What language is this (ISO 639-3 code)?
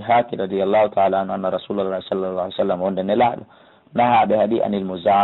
ful